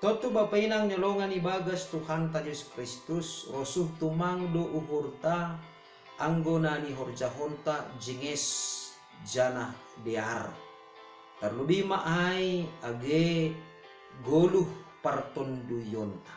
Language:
Batak Simalungun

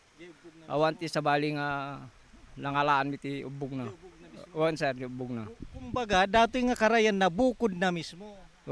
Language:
Iloko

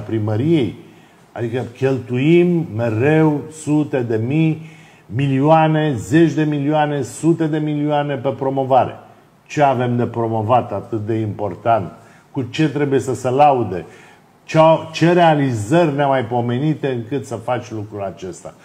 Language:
Romanian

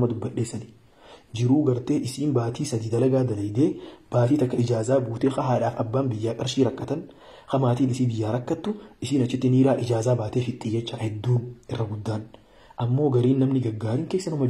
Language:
Oromo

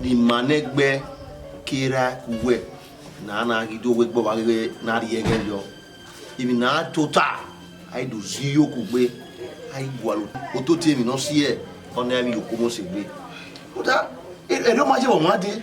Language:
Bini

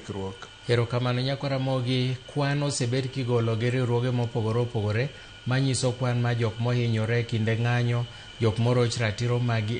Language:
Luo (Kenya and Tanzania)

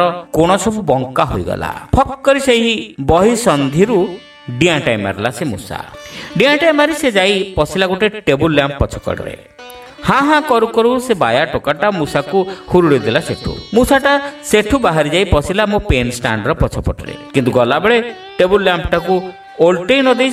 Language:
Odia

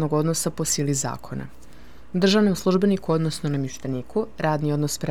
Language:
Serbian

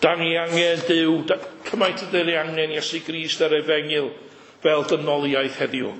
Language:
Welsh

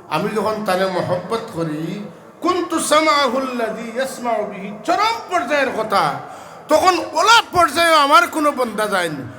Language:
Sylheti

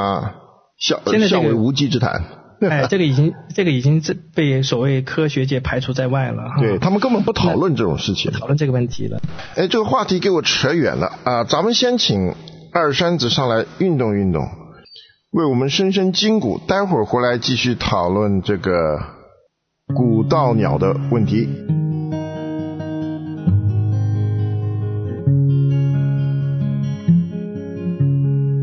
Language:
Chinese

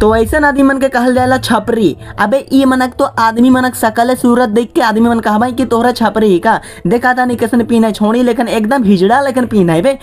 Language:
Sadri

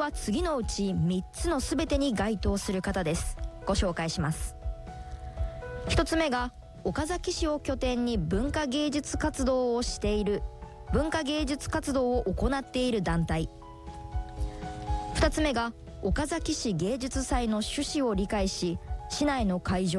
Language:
Japanese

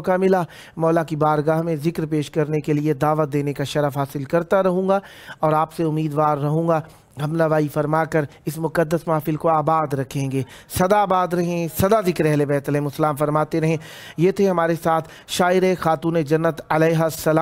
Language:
Urdu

